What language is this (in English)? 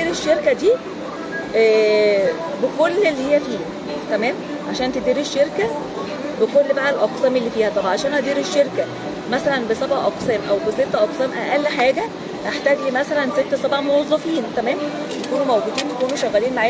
Egyptian Arabic